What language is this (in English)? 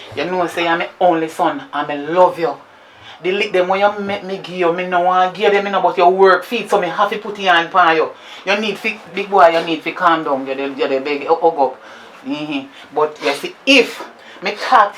Jamaican Creole English